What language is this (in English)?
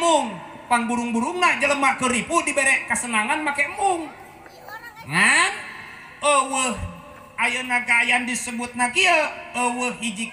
Sundanese